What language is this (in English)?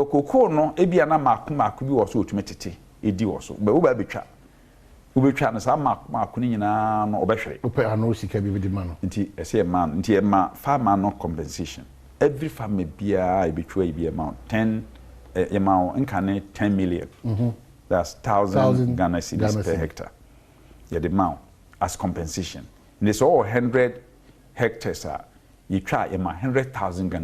Akan